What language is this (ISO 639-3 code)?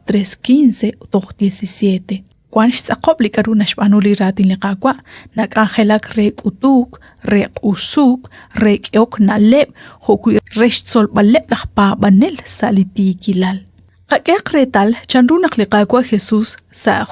kek